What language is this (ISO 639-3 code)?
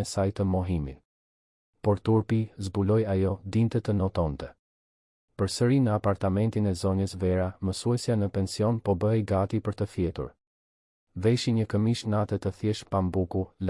sqi